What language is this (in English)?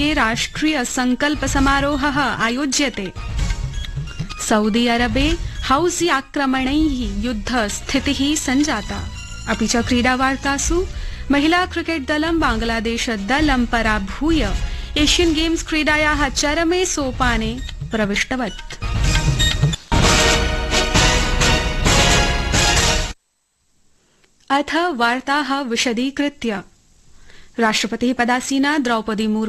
Sanskrit